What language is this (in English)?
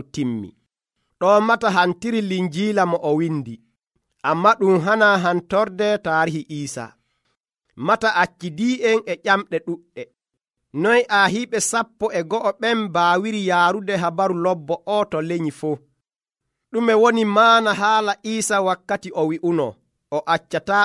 Nigerian Fulfulde